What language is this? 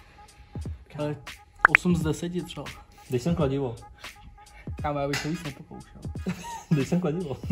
Czech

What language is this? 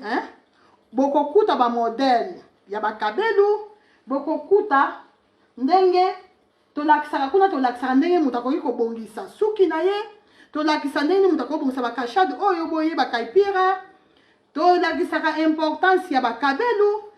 Lingala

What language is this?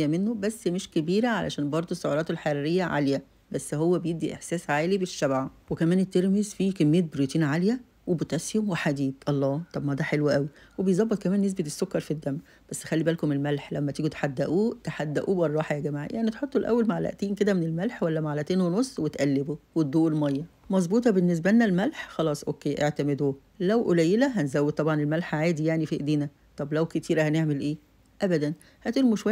Egyptian Arabic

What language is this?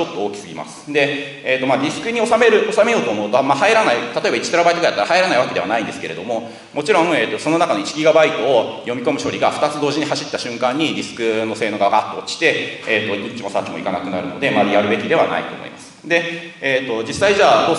Japanese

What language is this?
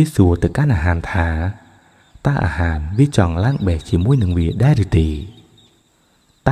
Khmer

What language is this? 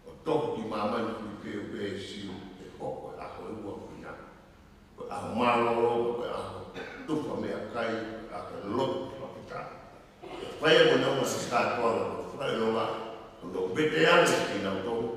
Tongan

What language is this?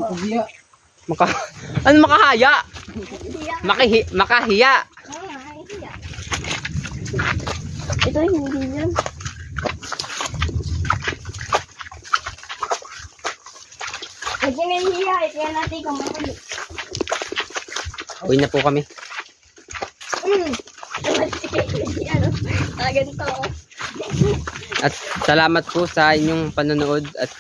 Filipino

